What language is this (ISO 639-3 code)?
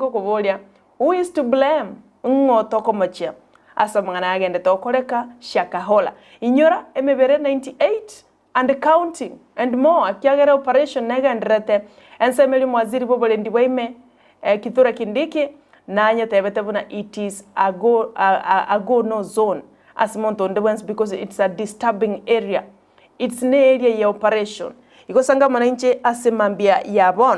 guz